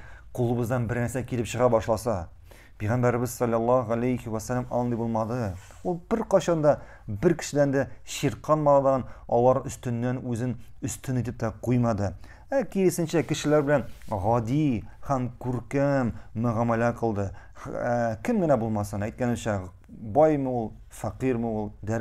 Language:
Tatar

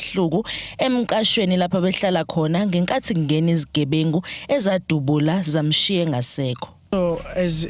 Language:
Zulu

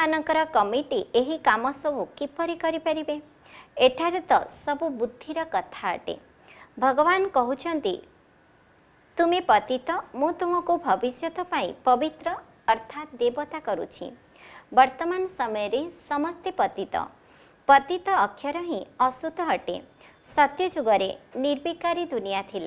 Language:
Odia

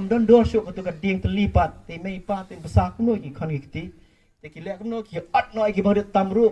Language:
Khasi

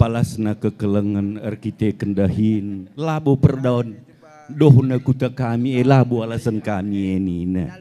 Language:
Batak Karo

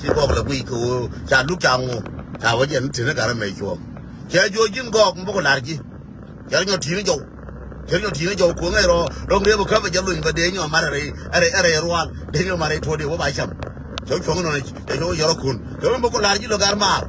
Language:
Nuer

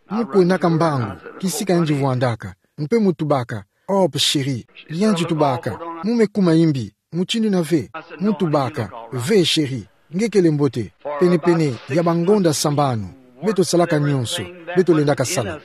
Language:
Kituba (Democratic Republic of Congo)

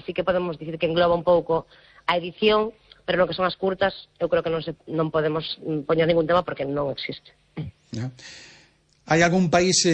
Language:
Galician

